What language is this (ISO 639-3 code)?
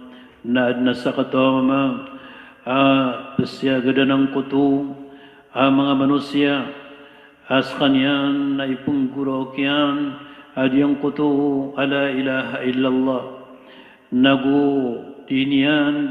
mrw